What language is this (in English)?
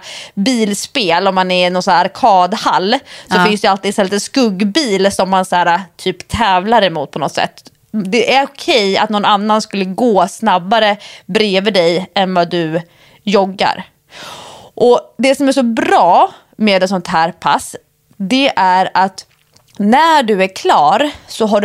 Swedish